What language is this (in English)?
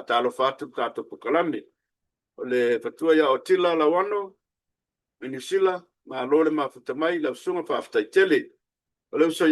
Samoan